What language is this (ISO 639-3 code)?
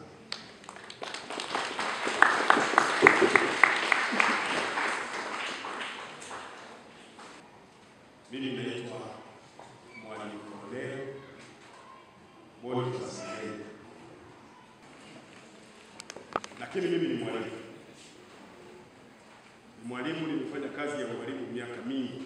swa